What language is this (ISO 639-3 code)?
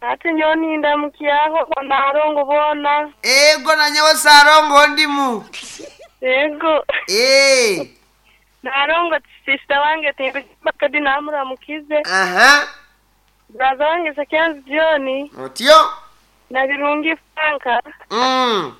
nyn